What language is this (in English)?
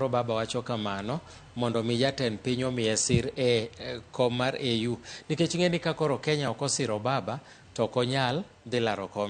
Luo (Kenya and Tanzania)